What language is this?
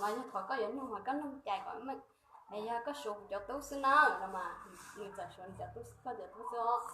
Hmong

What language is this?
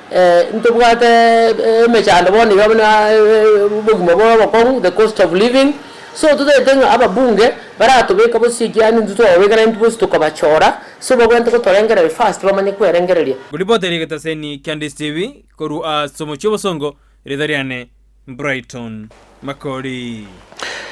Gusii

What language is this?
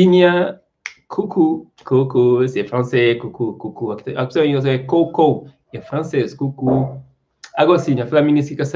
Kabuverdianu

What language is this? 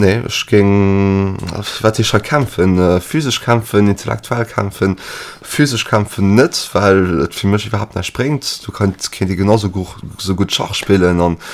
Luxembourgish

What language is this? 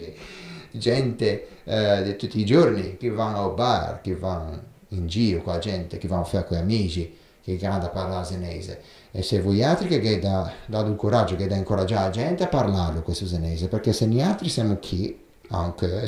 Ligurian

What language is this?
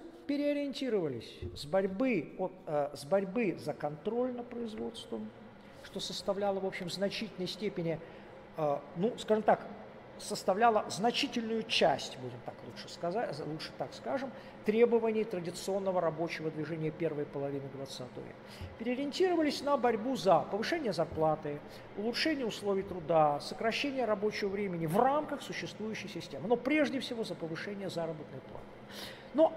Russian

